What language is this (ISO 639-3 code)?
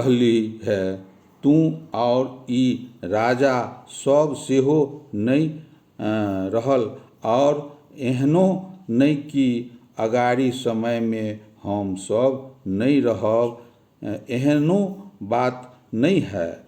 mai